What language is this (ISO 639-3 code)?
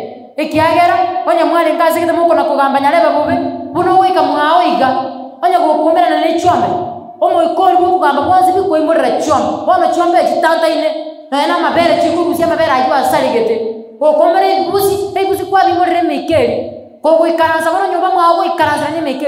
guz